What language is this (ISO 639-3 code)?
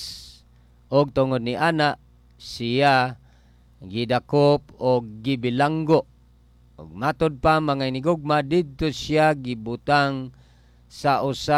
ceb